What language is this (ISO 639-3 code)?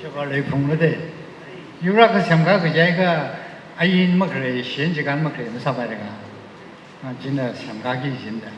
nmf